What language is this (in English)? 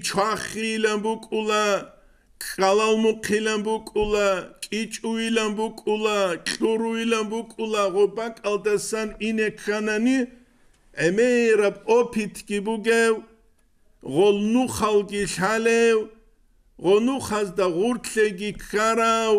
Avaric